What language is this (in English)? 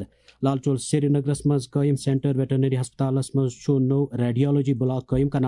Kashmiri